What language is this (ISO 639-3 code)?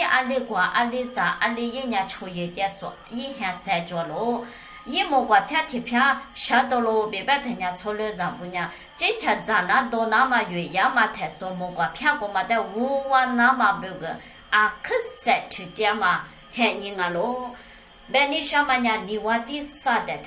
lis